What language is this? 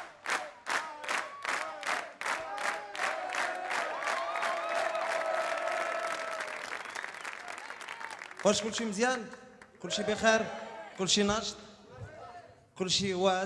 Moroccan Arabic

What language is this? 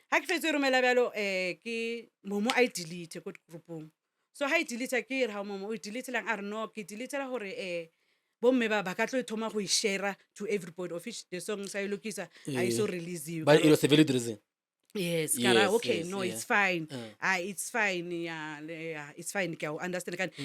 Northern Sotho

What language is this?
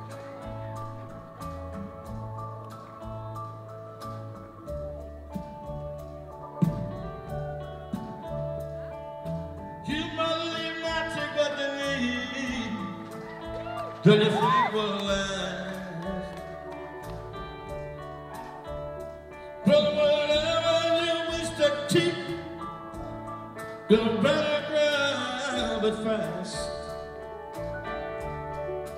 English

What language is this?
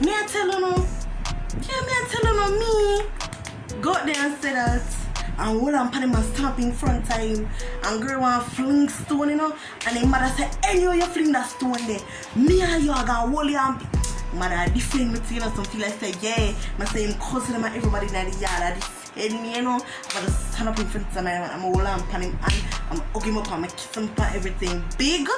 Jamaican Creole English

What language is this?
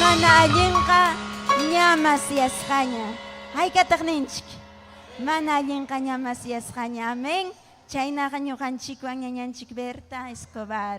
Ayacucho Quechua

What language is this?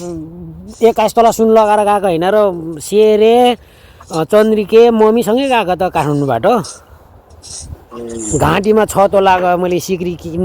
Nepali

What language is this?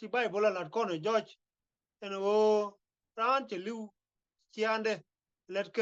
Nuer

